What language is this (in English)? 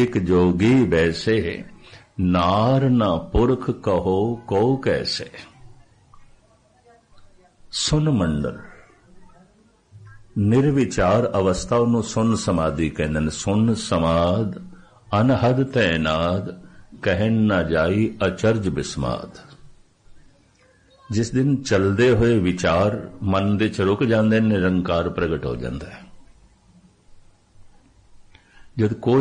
Punjabi